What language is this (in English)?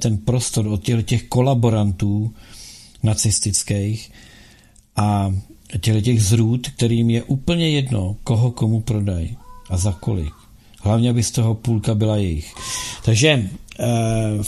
Czech